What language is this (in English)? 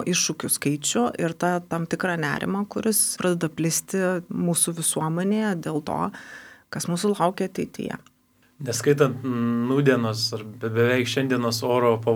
Lithuanian